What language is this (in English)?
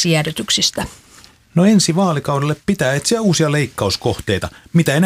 Finnish